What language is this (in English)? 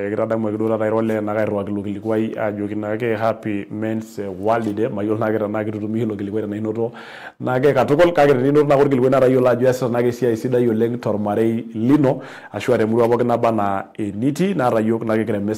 Masai